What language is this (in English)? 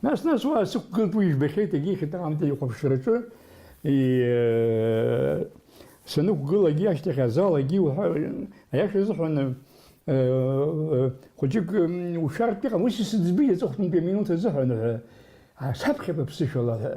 Abkhazian